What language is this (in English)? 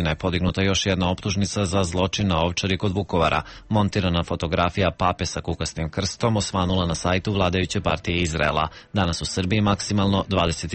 Serbian